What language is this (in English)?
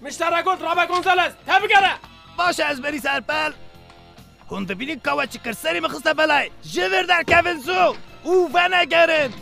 Kurdish